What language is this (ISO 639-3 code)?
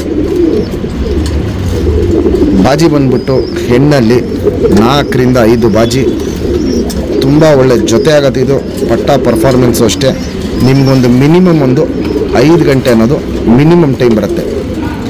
kan